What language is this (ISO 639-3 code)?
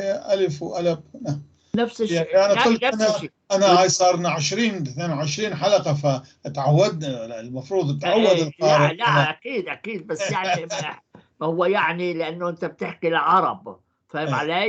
apc